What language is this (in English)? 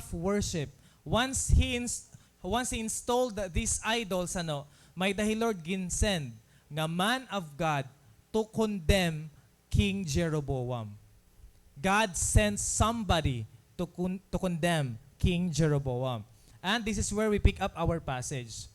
Waray